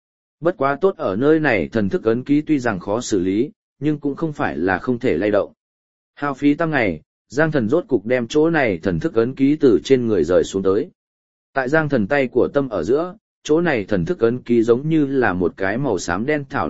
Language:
Vietnamese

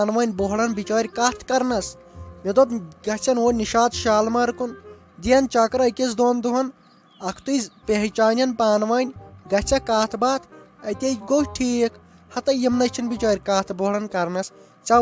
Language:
Kashmiri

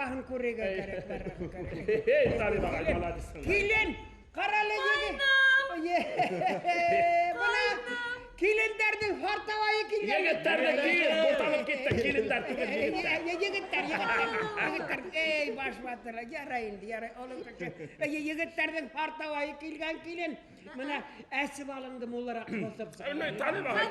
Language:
Bashkir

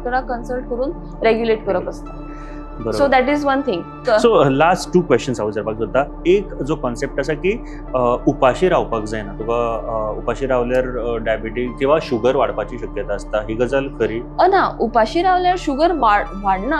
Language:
Konkani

